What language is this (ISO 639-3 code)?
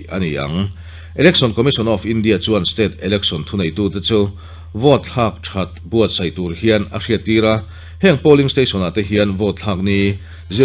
lus